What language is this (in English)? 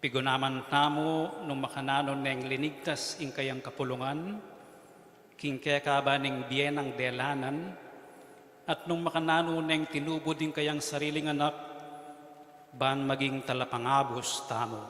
Pampanga